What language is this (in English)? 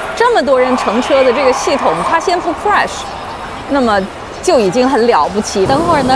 Chinese